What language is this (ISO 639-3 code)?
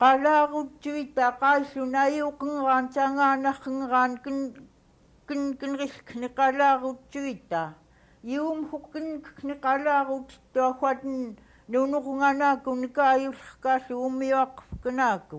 esu